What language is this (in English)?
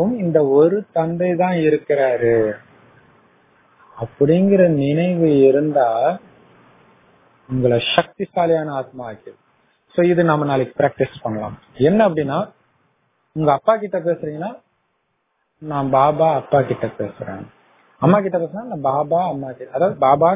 Tamil